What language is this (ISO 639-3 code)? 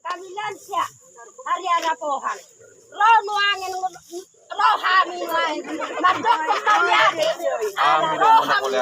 bbc